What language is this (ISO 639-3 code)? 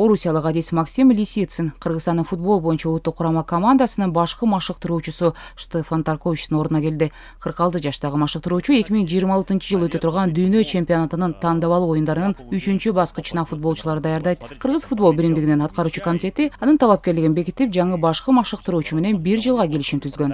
kir